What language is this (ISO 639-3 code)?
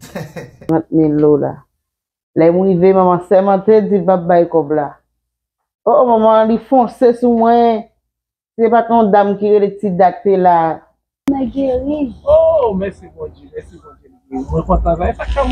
hat